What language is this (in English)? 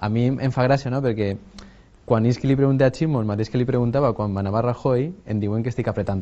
Catalan